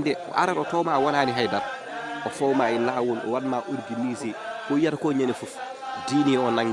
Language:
Fula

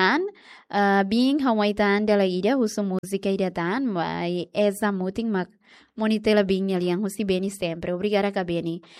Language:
Tetum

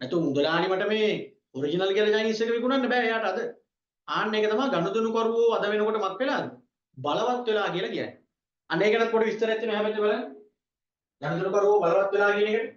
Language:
Sinhala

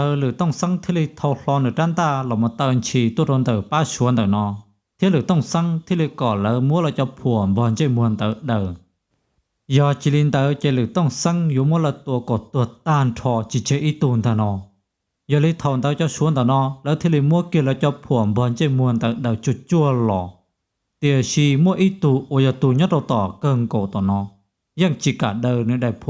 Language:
Hmong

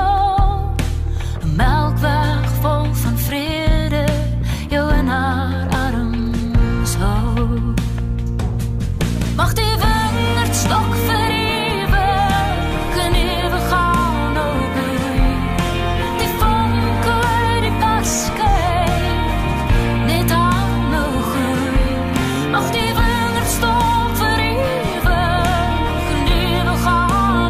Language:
Afrikaans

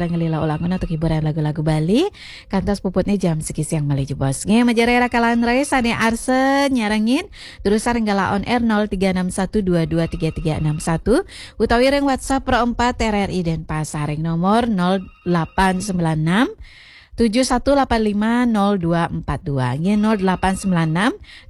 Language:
Balinese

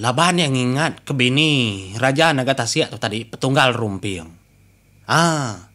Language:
Iban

